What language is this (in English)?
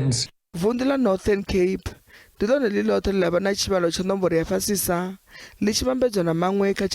Venda